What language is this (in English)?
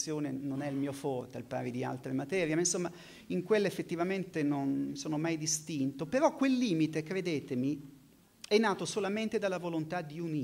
Italian